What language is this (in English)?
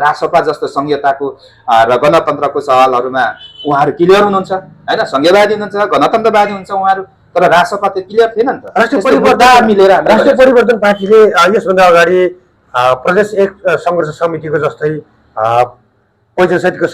Nepali